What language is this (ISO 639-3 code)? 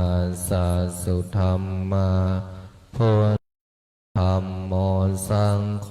pli